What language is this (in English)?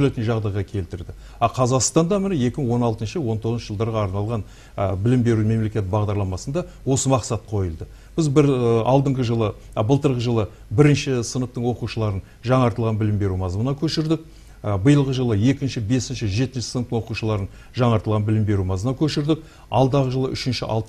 Kazakh